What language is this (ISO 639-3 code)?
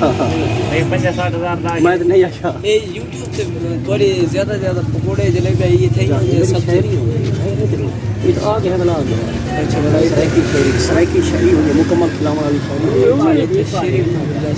skr